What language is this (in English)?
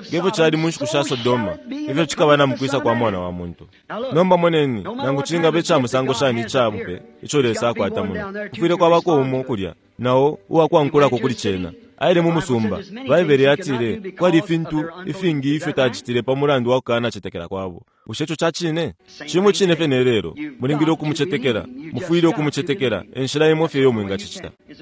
Bemba